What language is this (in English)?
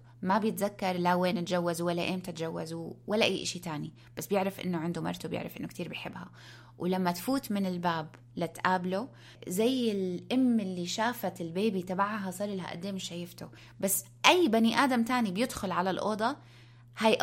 North Levantine Arabic